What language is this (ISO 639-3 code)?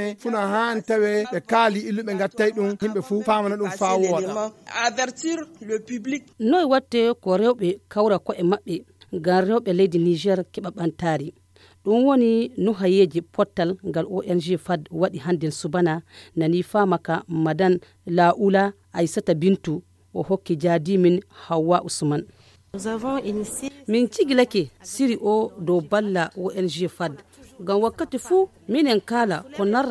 fuv